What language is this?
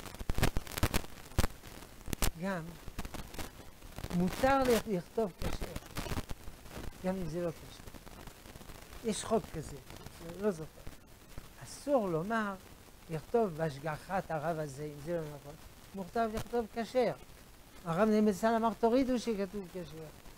Hebrew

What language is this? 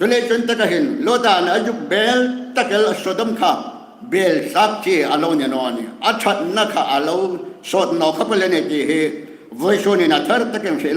Hmar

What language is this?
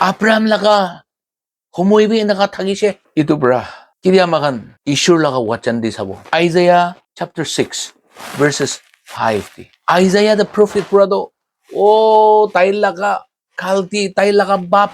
Naga Pidgin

